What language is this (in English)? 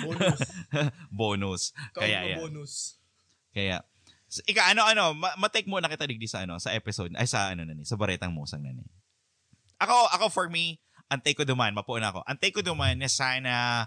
Bikol